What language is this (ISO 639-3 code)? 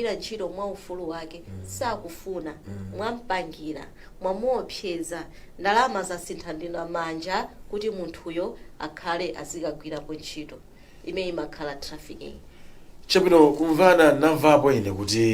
nya